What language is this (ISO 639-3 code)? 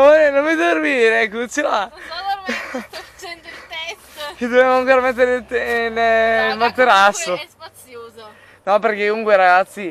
ita